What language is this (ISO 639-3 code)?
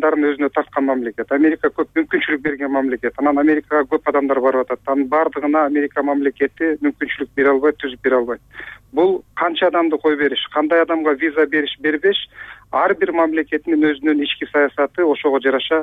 kir